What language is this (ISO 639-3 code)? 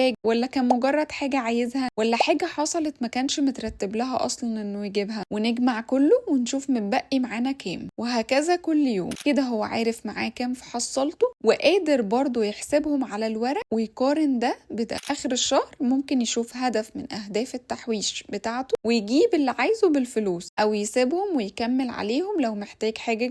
arz